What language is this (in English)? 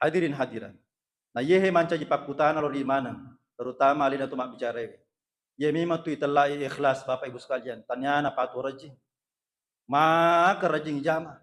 Buginese